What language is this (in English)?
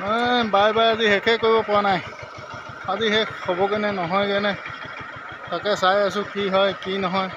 Assamese